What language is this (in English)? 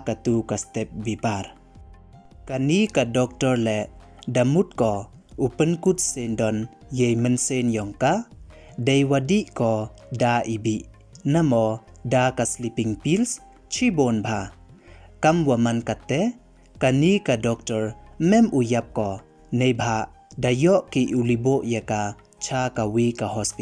Pnar